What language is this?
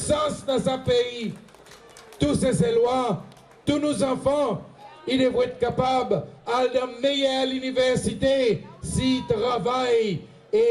Seselwa Creole French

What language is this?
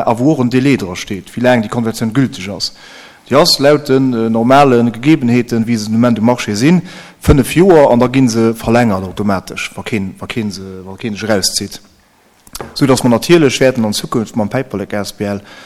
Luxembourgish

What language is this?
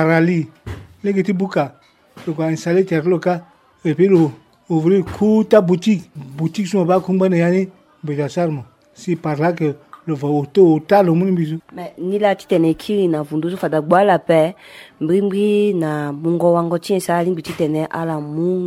Sango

